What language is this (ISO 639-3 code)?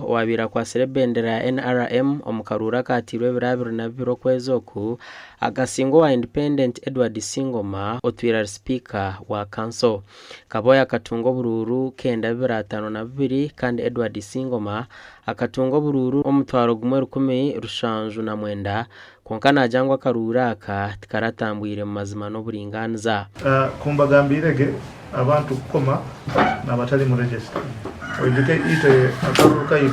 nyn